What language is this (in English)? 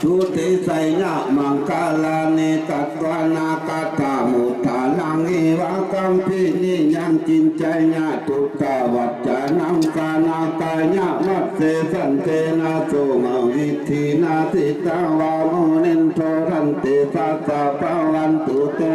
Pali